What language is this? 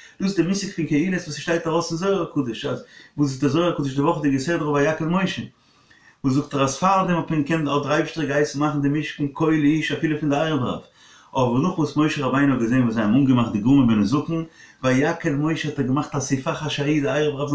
Yiddish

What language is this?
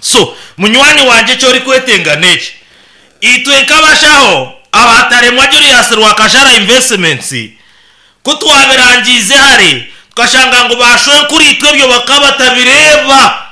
Nyankole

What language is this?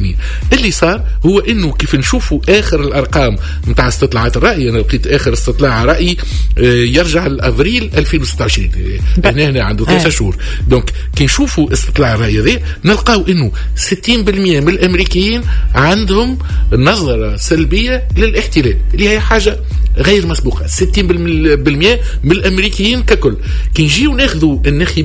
Tunisian Arabic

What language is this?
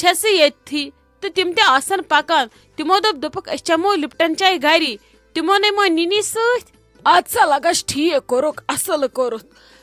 Kashmiri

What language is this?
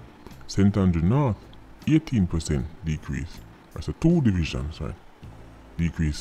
Jamaican Creole English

